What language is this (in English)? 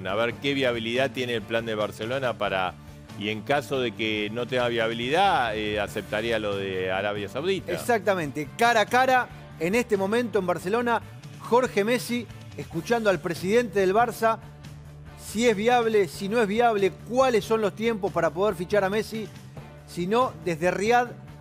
Spanish